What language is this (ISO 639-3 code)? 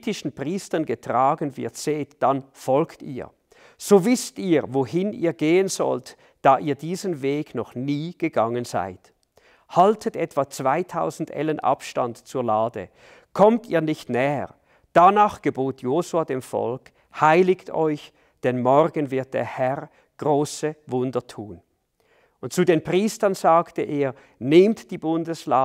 gsw